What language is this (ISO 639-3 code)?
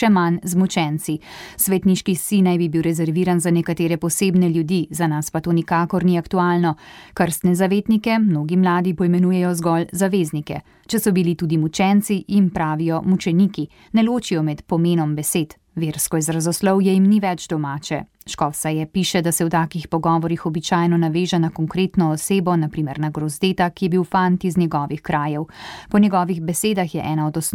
slv